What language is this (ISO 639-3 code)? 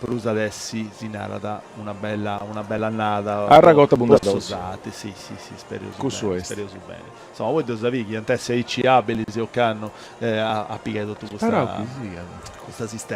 srd